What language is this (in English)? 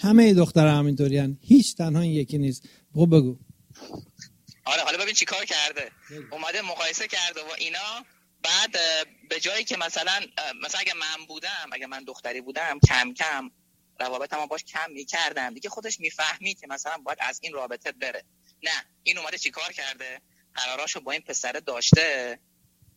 Persian